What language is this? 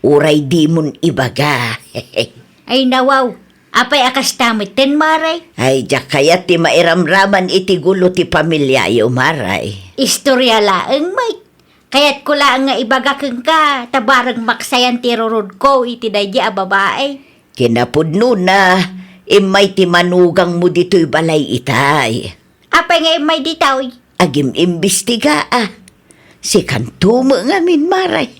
Iloko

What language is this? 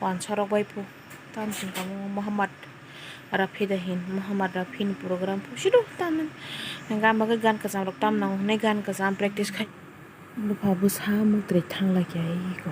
Kok Borok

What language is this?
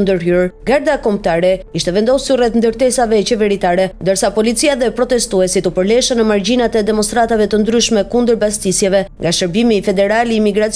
Albanian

